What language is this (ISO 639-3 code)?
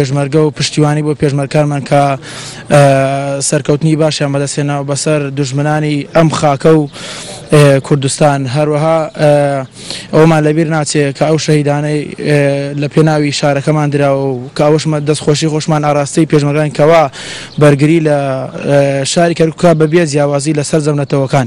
ckb